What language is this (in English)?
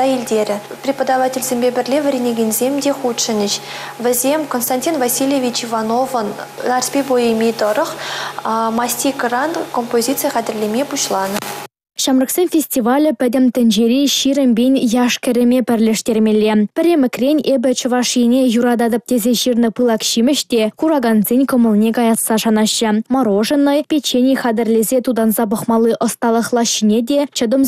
Chuvash